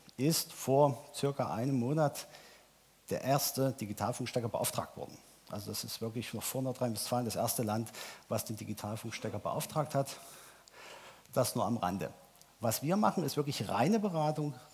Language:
German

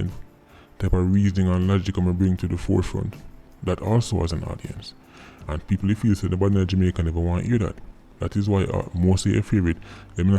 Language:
Jamaican Creole English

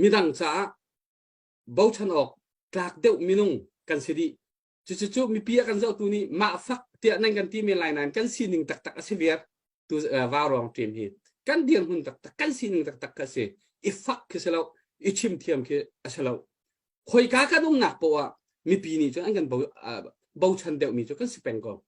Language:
Hakha Chin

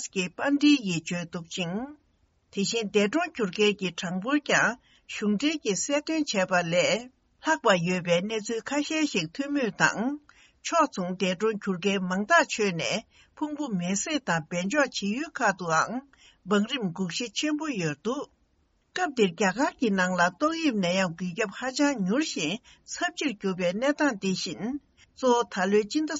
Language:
Tibetan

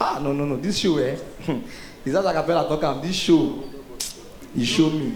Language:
Nigerian Pidgin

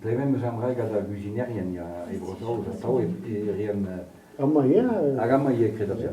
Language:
Breton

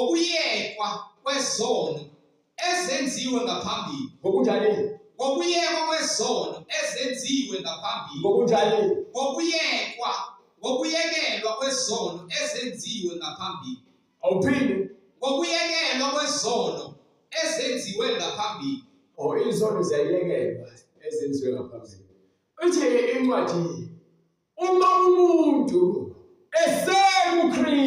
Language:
Zulu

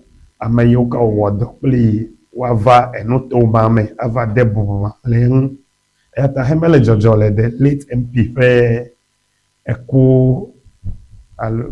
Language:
Ewe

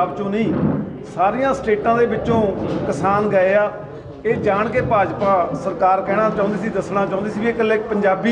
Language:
Punjabi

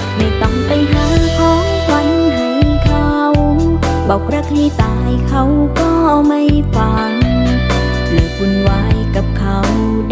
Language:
Thai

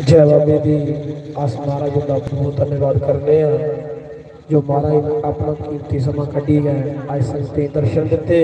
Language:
Dogri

